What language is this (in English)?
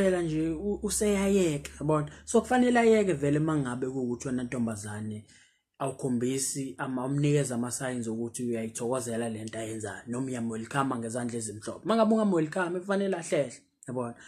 Zulu